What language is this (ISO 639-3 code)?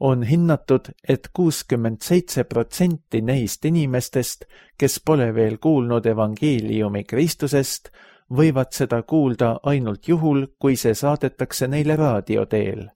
est